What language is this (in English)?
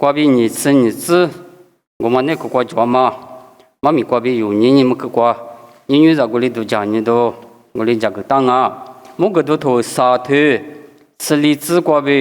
Lisu